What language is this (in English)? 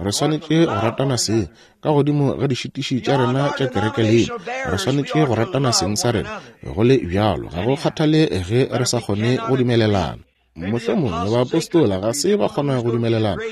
Northern Sotho